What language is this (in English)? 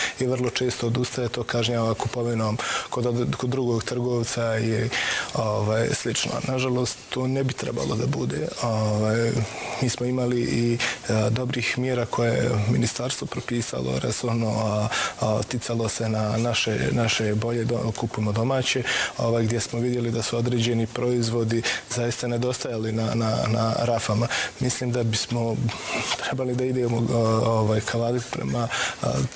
Bosnian